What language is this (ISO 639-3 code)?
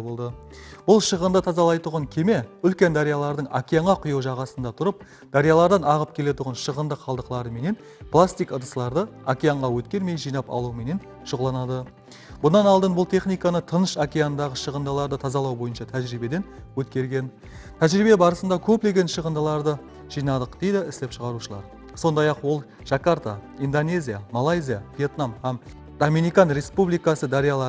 kaa